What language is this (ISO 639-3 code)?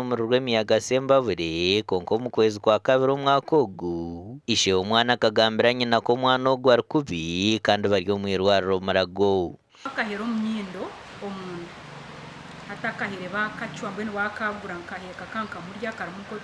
nyn